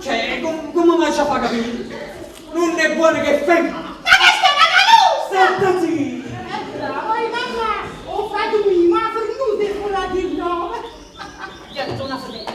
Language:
Neapolitan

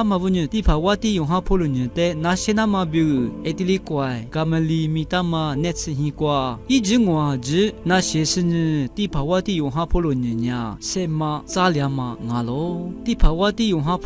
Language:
Lisu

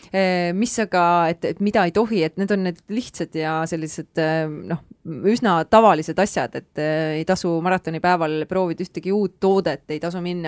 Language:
Estonian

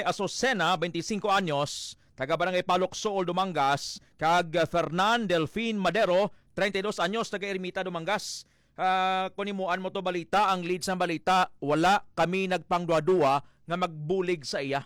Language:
Hiligaynon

